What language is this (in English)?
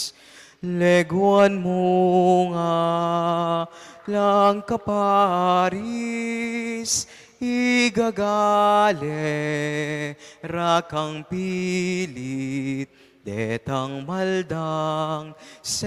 Pampanga